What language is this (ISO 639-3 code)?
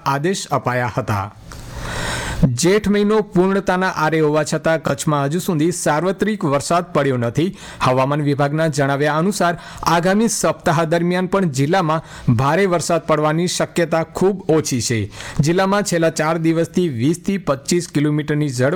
guj